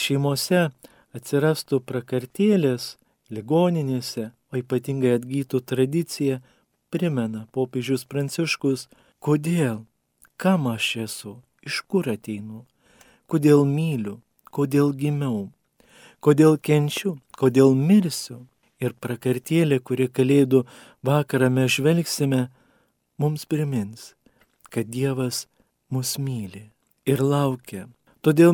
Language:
Lithuanian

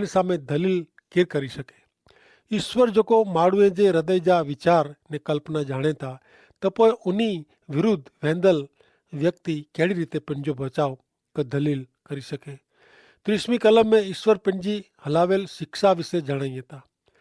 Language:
Kachhi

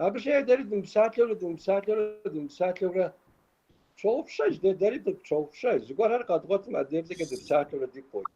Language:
Kabardian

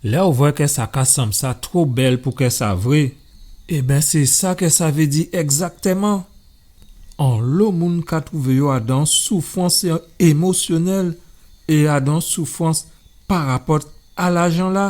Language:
Guadeloupean Creole French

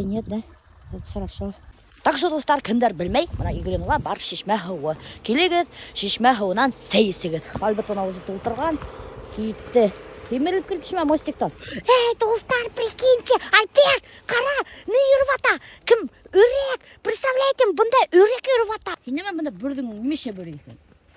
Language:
Bashkir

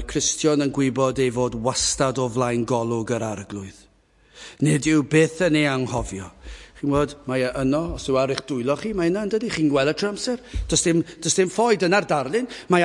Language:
Welsh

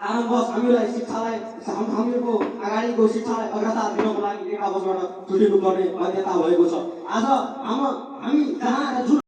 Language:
Nepali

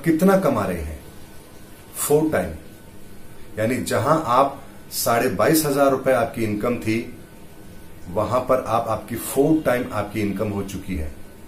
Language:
Hindi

